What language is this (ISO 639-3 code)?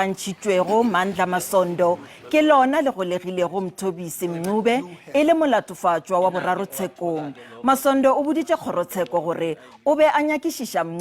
nso